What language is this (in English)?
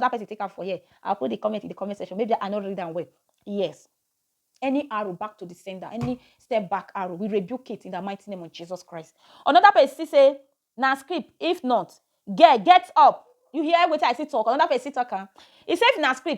Nigerian Pidgin